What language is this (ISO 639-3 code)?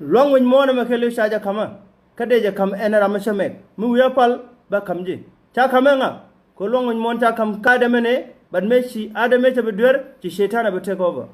nus